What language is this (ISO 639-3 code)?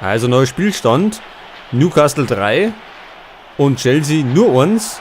bar